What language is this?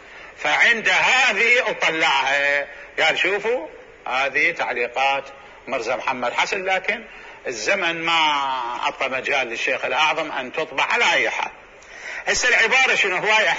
Mesopotamian Arabic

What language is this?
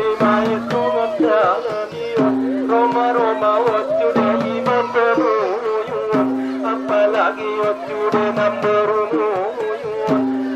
Batak Angkola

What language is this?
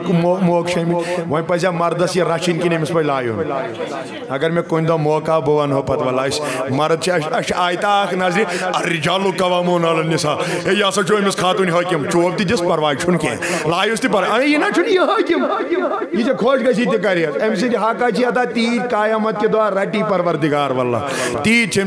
Kashmiri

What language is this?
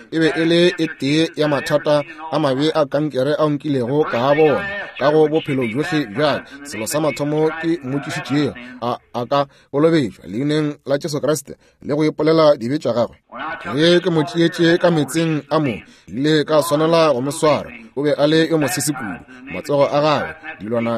Northern Sotho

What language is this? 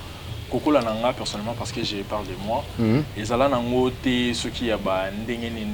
Lingala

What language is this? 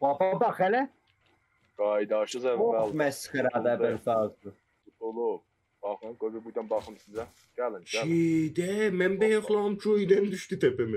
South Azerbaijani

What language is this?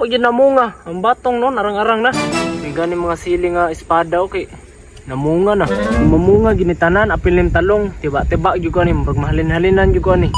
Cebuano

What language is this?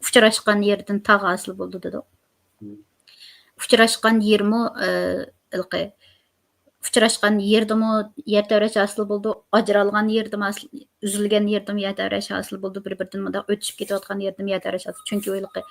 Uyghur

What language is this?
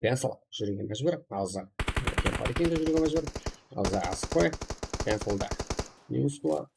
Kara-Kalpak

